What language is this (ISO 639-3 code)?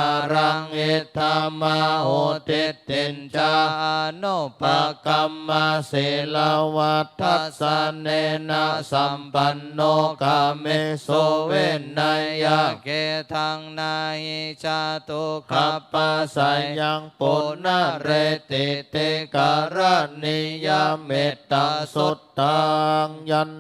pli